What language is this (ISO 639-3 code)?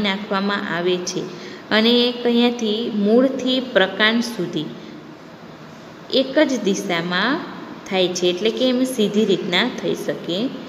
guj